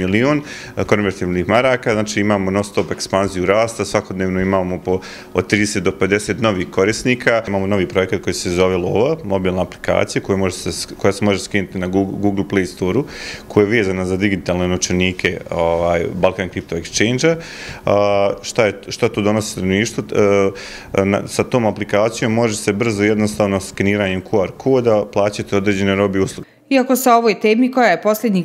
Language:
Bosnian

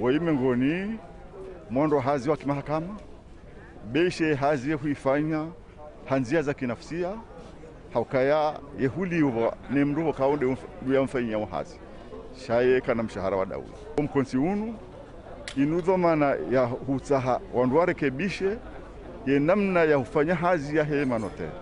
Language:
Ngazidja Comorian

